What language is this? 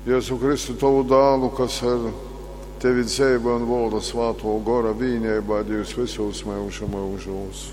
Latgalian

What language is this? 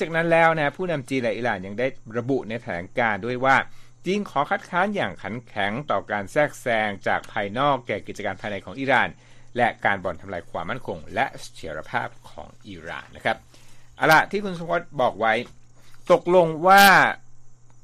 Thai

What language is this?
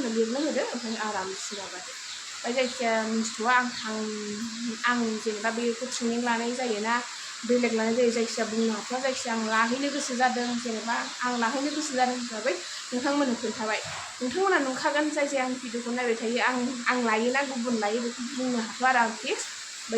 Bodo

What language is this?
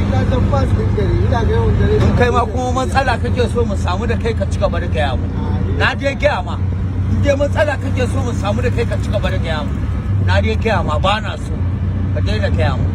Hausa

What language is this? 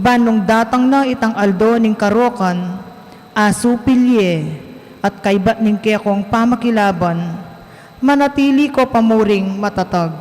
Pampanga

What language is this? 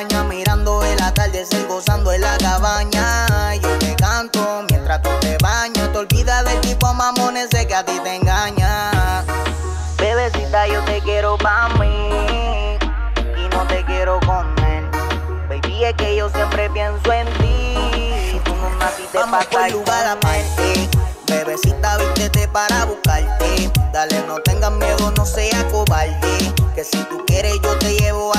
Spanish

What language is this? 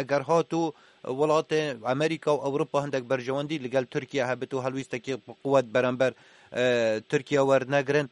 Kurdish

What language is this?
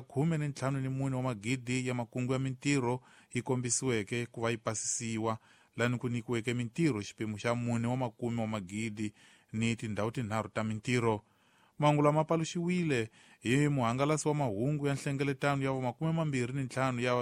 Tsonga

